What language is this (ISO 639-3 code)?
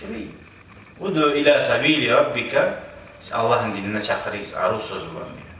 kum